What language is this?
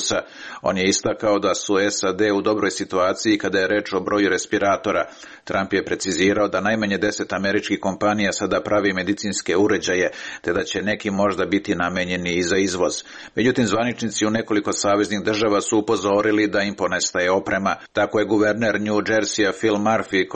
Serbian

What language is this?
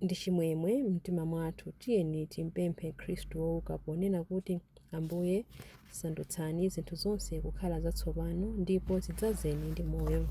Nyanja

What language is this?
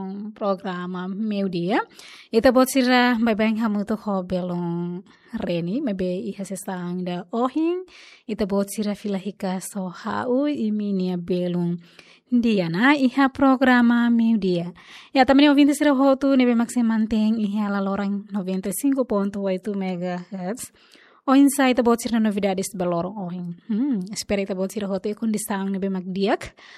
Tetum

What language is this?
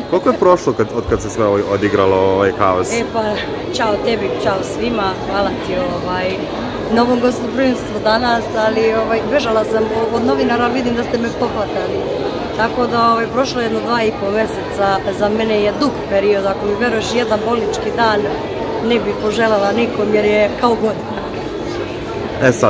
Serbian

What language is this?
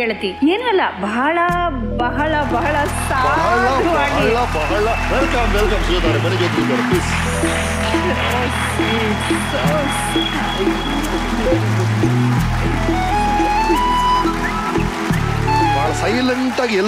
Kannada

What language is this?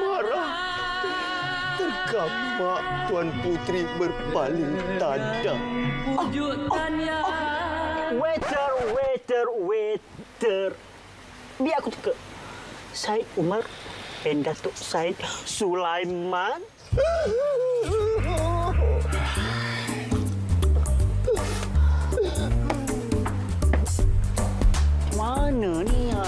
Malay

